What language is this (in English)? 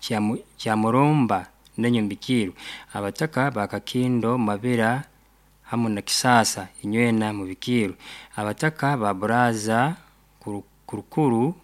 Nyankole